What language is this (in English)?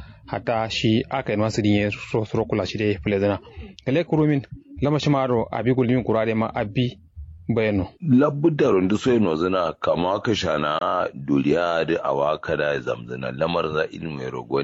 Kanuri